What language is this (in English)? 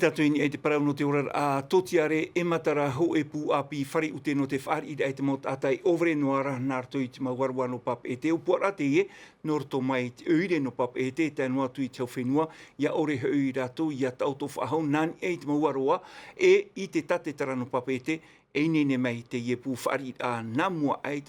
Tahitian